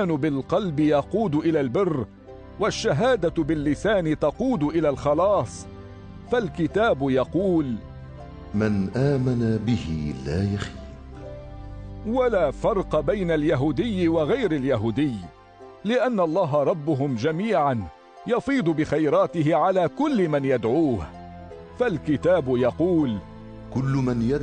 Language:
Arabic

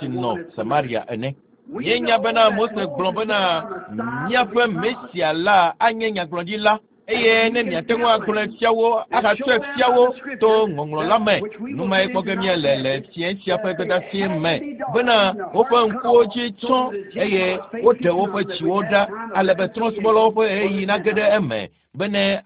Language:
Ewe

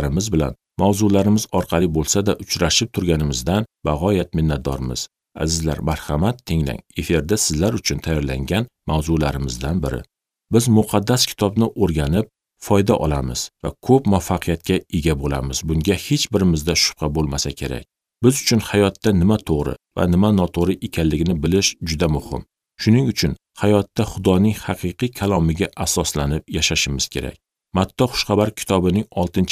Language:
Uzbek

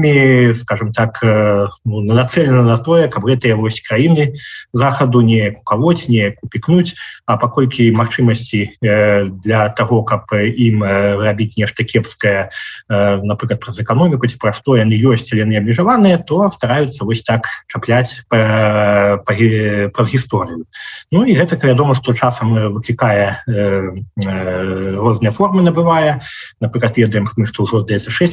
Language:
Belarusian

